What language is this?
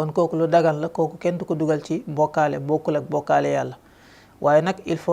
Wolof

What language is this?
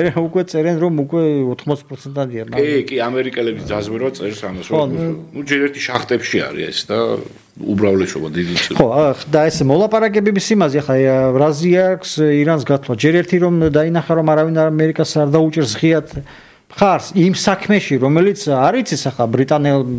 Georgian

